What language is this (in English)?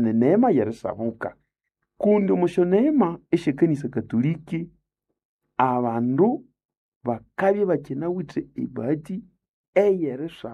Nande